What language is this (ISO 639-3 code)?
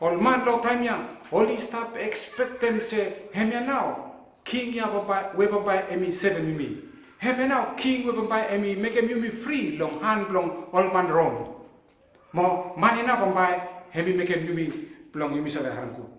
bis